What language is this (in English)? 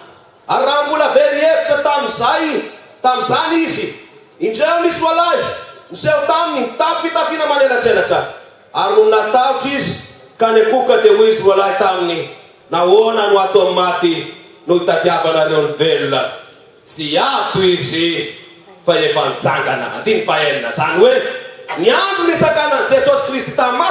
Malagasy